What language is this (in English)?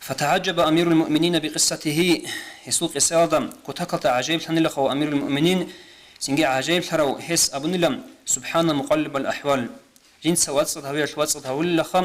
Avaric